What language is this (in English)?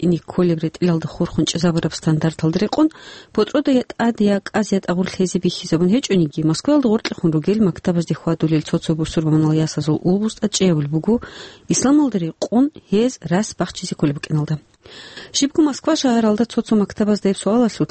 Avaric